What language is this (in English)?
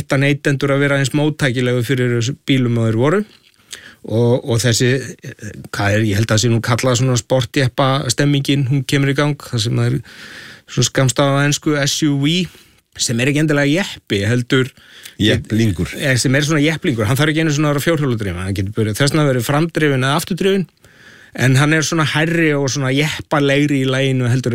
Icelandic